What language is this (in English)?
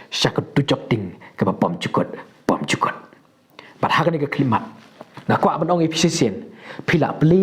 Khasi